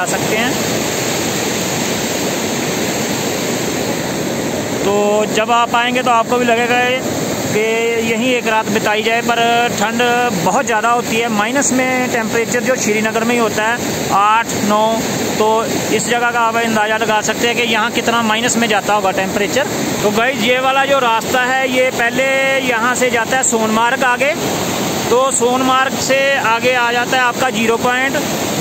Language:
Hindi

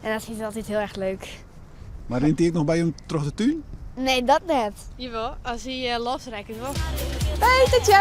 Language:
Western Frisian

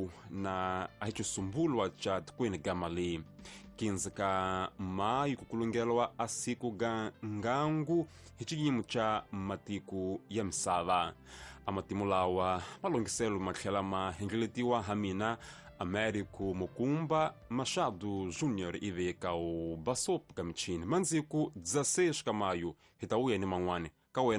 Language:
Tsonga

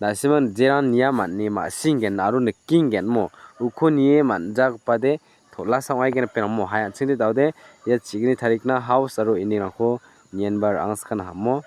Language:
Garo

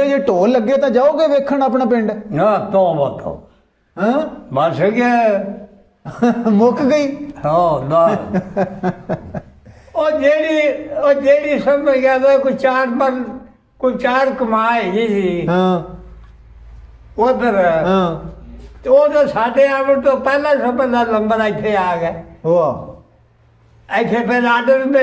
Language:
Punjabi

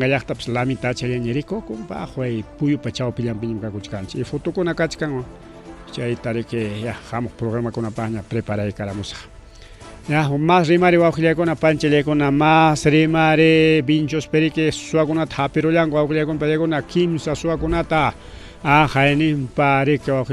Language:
Ayacucho Quechua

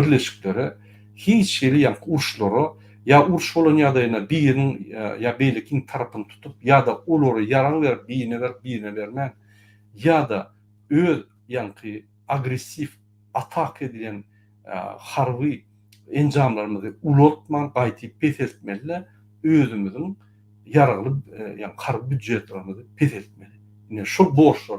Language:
Turkmen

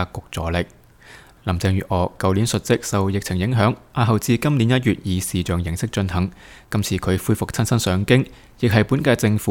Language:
Cantonese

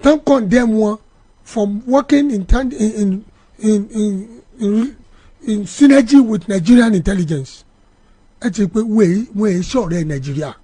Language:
Yoruba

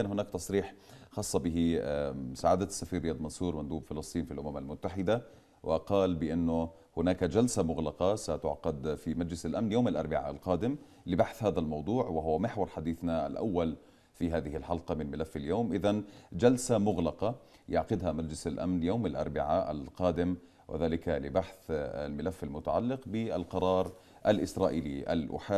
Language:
Arabic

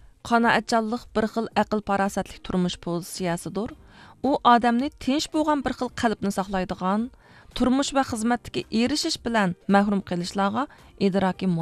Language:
Uyghur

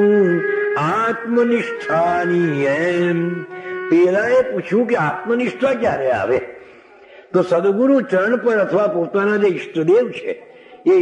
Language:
Gujarati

